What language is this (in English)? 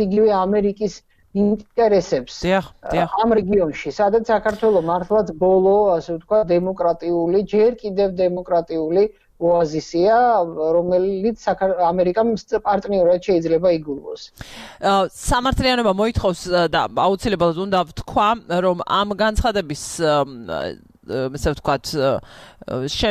Georgian